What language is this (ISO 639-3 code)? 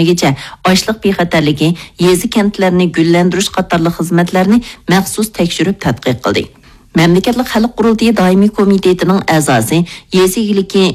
uig